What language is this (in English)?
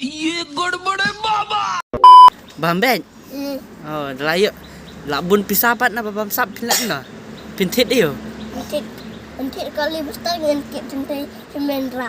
Khasi